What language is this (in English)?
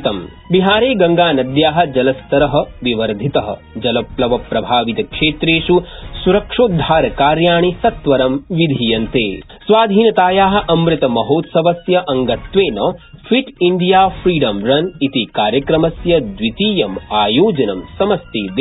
Sanskrit